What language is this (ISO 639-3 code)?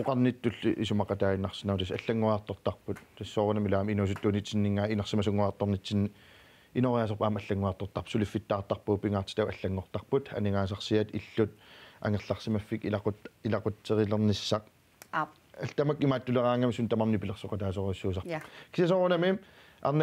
kal